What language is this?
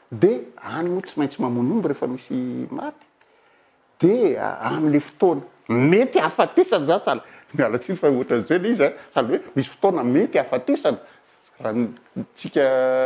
Malagasy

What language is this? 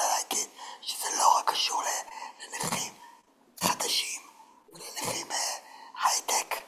Hebrew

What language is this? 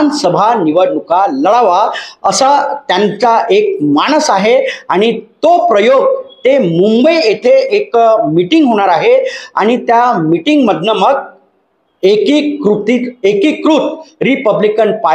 Marathi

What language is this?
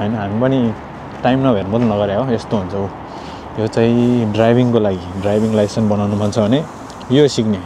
Nepali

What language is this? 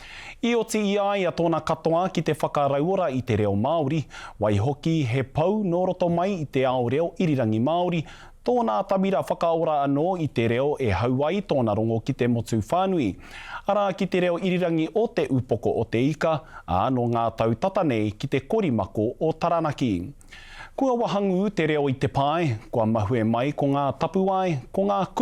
Māori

